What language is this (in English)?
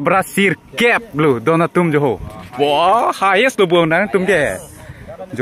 Karbi